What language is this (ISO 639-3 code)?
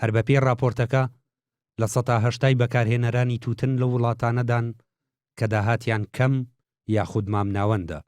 ckb